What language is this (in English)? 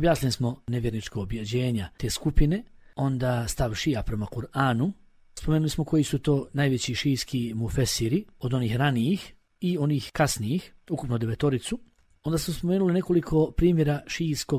Bosnian